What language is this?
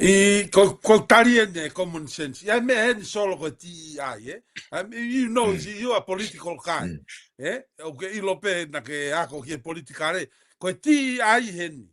Tongan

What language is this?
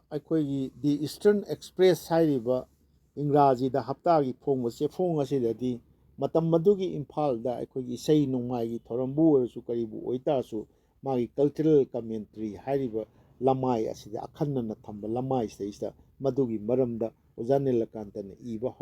Manipuri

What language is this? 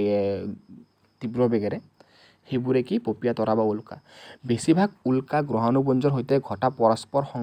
Assamese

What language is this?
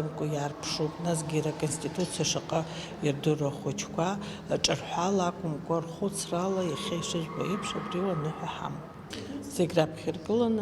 Abkhazian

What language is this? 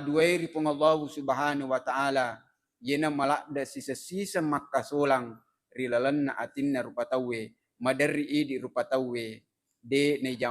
Buginese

